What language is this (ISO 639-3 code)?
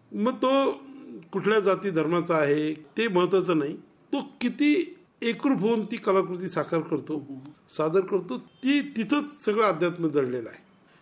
mar